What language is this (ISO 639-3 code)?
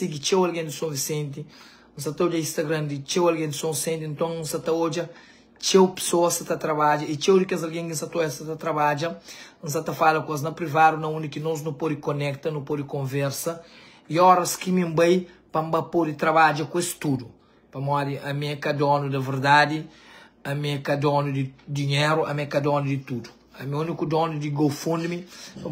kea